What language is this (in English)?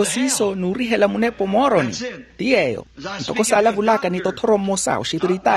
Makhuwa